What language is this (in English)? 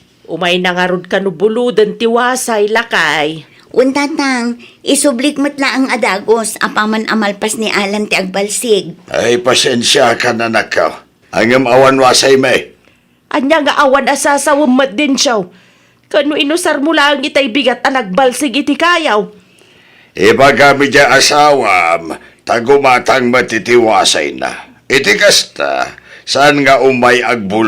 Iloko